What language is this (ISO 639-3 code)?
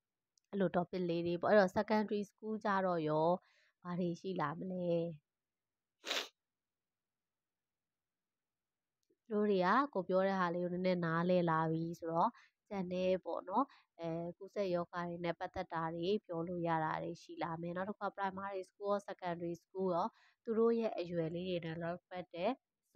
mya